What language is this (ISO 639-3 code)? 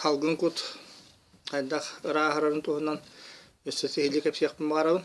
sah